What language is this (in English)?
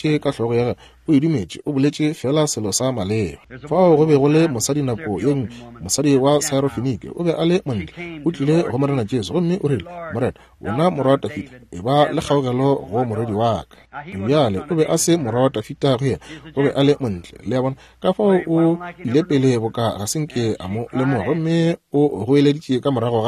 Northern Sotho